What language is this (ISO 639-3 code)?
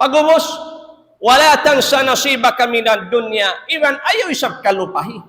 tsg